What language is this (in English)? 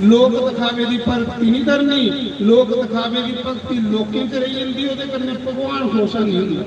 Dogri